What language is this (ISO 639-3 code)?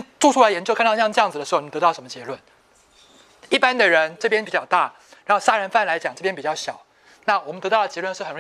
zho